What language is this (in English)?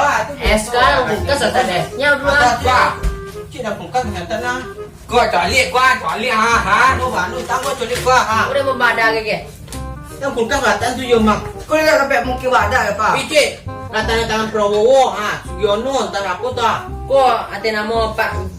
Minangkabau